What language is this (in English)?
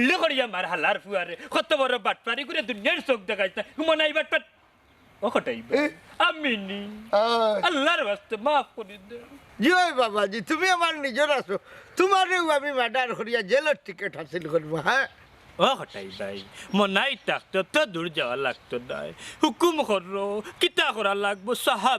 Sylheti